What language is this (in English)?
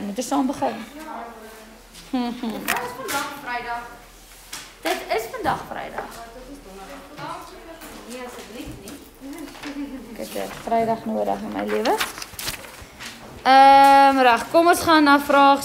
Afrikaans